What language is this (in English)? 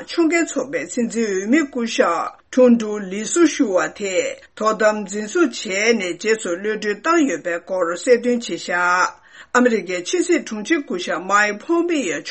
Tibetan